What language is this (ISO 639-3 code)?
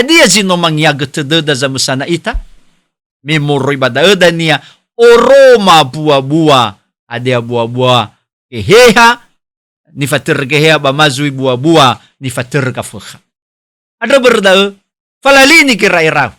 nia